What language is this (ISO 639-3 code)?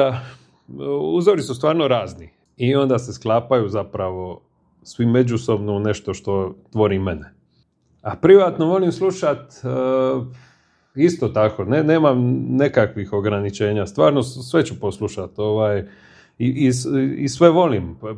hrv